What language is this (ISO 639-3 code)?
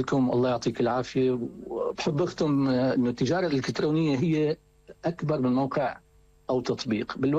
apc